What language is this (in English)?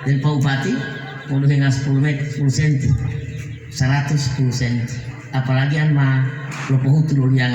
Gorontalo